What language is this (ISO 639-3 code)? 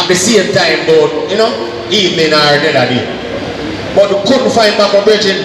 jam